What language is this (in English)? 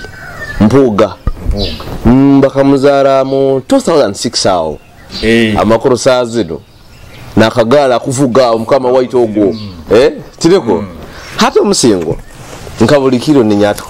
Nyoro